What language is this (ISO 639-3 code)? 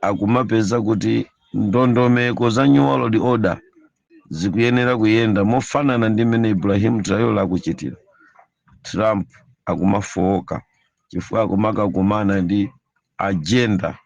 nya